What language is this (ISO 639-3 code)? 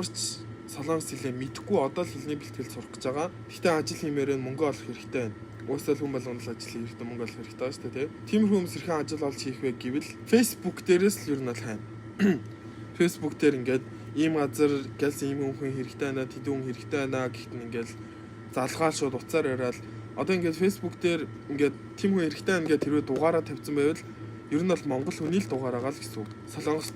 mon